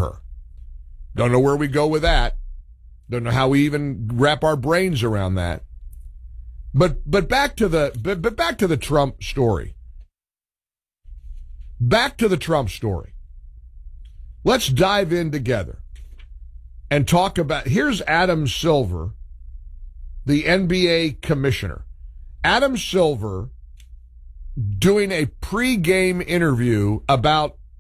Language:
English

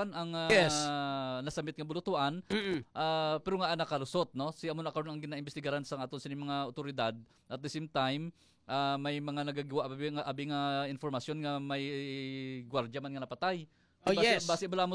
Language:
Hiligaynon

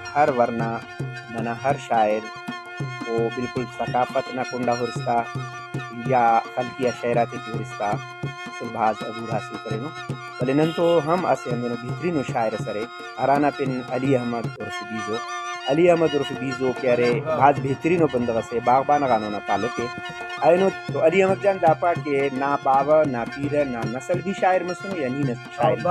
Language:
Brahui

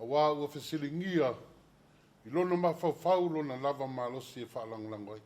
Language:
Samoan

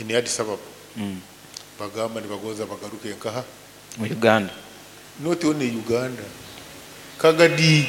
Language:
Nyoro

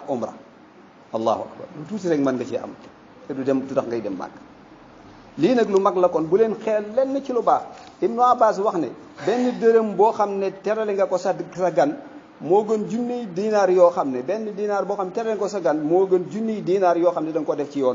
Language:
Wolof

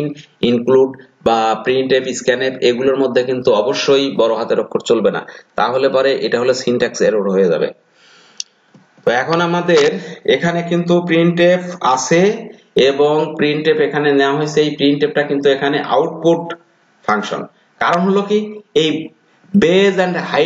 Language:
Bangla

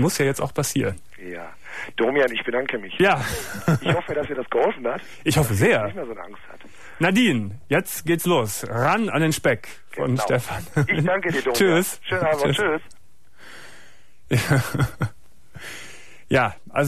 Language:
German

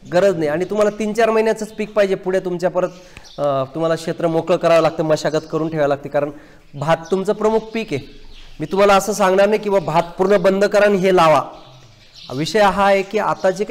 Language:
Marathi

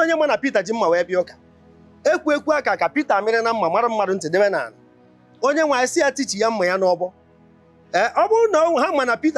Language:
Igbo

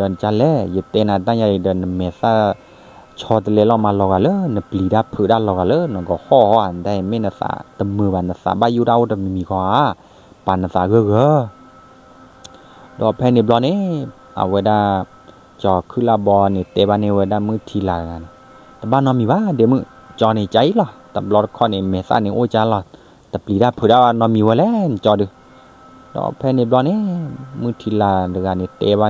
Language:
S'gaw Karen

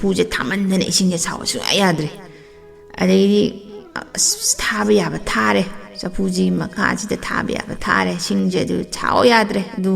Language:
Manipuri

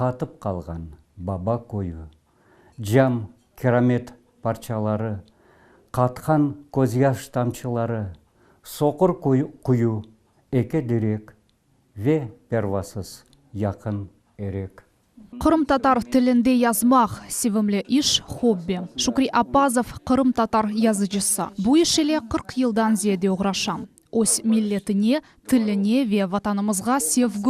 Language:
Crimean Tatar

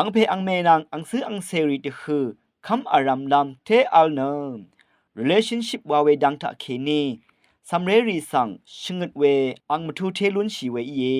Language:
Rawang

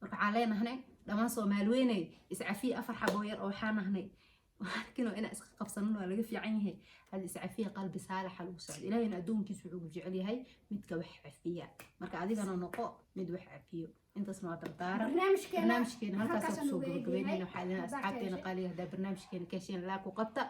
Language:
Somali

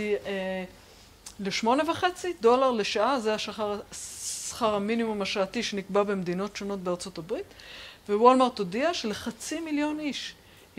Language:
Hebrew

